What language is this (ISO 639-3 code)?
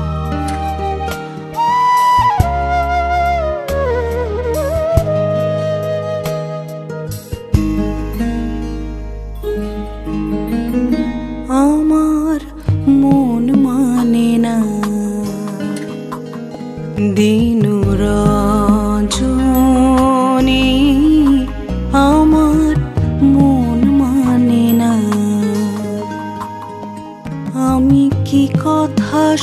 ben